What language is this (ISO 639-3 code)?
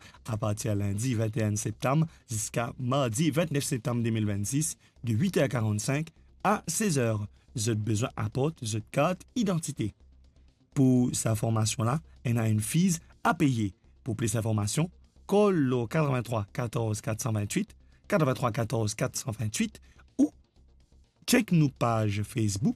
mfe